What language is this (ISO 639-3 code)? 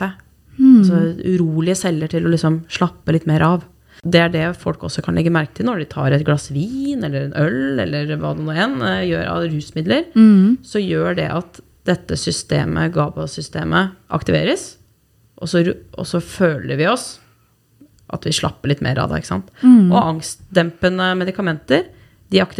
nor